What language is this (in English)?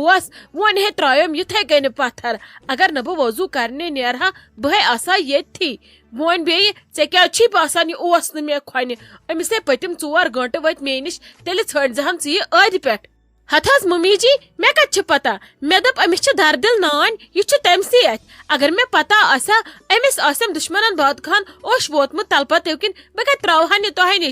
Kashmiri